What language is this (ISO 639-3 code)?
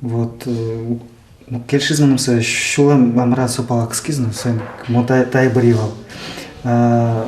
udm